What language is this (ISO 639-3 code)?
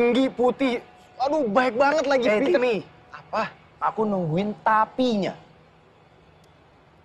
ind